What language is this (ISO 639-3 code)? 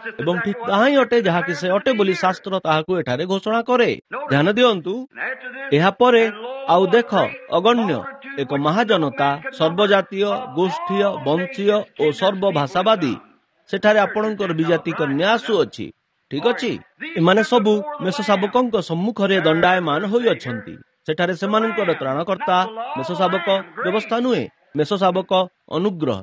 ori